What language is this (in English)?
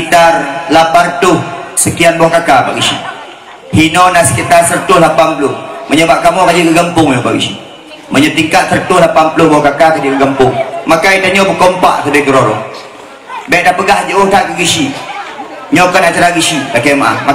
Achinese